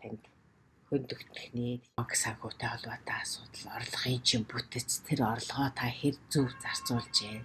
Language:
Mongolian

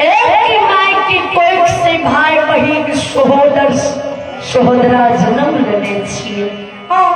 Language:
Maithili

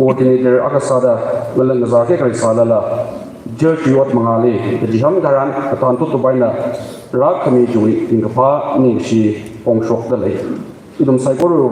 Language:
Tangkhul Naga (India)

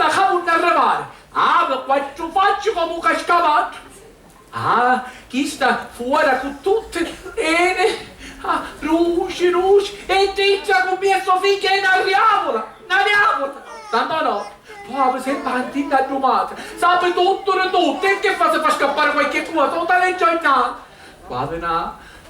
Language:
Sicilian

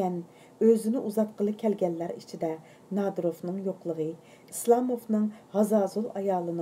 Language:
Uyghur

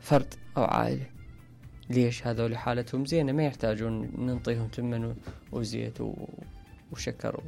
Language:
Mesopotamian Arabic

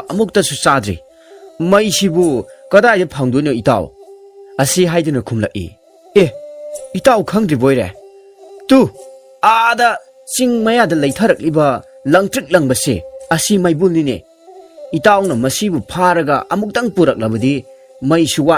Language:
Manipuri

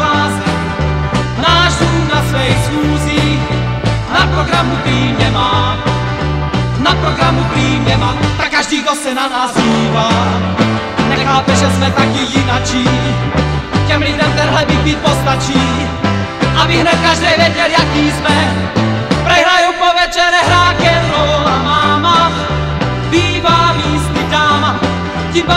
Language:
Czech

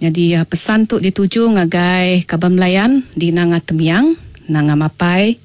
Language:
Iban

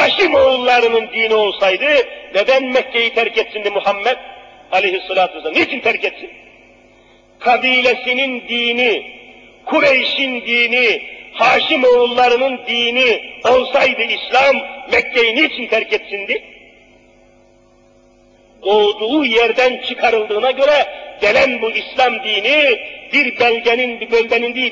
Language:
Turkish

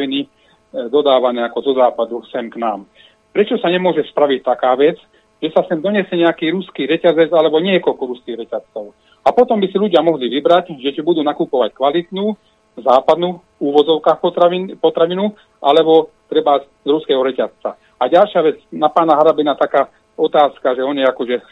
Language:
Slovak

